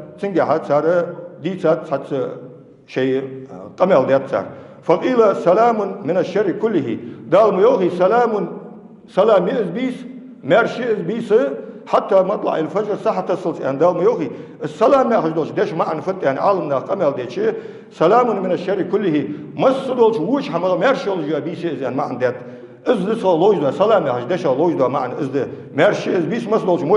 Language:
Ingush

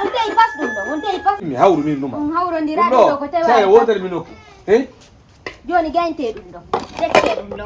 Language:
Fula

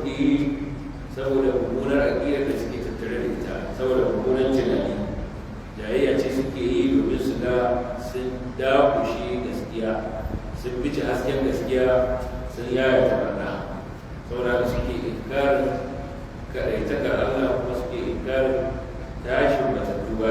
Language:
Hausa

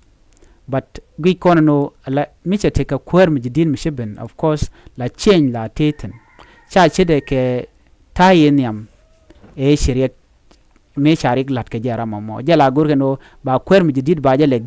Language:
Nuer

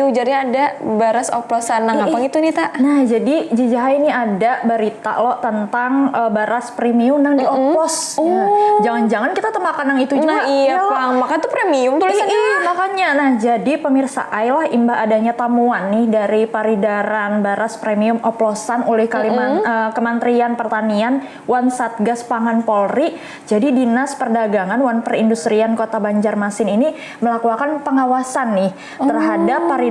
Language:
Banjar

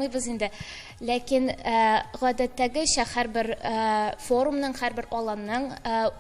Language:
Tatar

